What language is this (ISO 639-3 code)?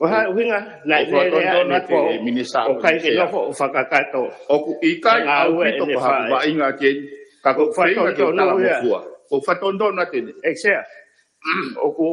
ton